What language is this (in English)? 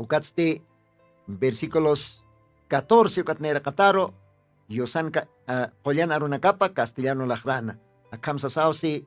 Aymara